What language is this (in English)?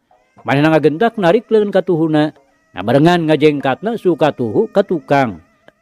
Sundanese